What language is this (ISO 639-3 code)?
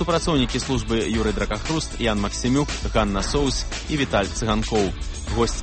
bel